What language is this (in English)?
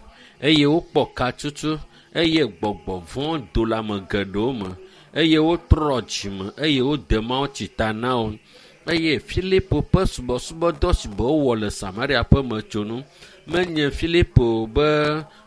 Ewe